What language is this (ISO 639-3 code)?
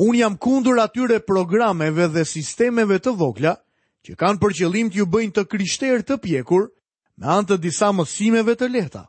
sqi